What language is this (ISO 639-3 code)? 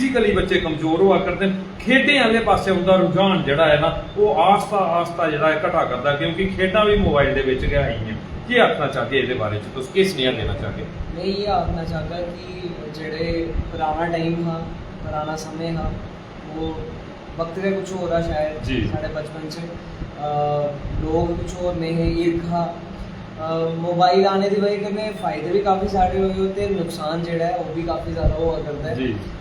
doi